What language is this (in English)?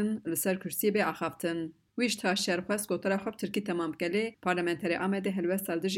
Kurdish